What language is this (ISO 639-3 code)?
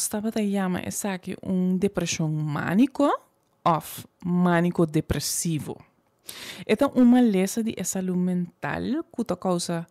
pap